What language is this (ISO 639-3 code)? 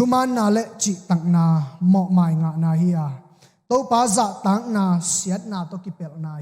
ctd